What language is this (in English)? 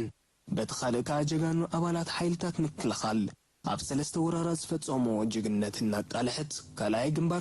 Tigrinya